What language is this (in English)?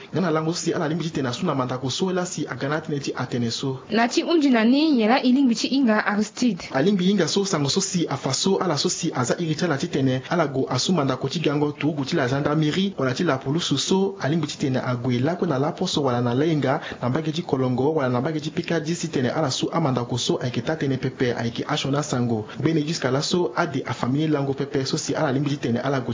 Sango